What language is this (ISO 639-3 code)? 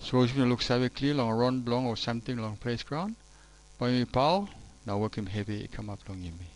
tpi